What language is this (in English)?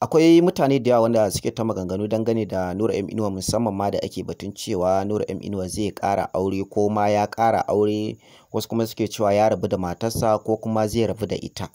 Hausa